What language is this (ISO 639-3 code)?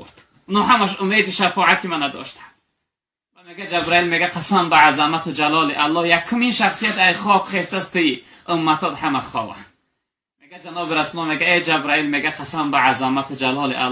tgk